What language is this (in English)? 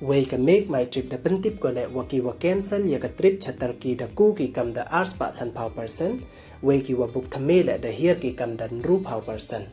Pnar